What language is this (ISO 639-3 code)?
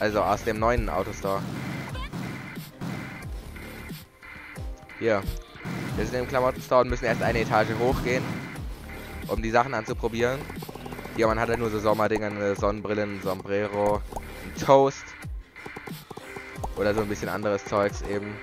deu